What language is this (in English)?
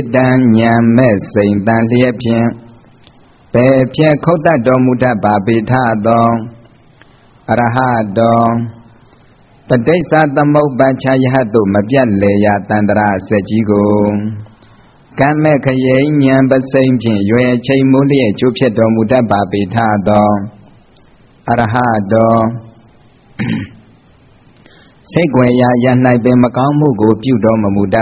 Burmese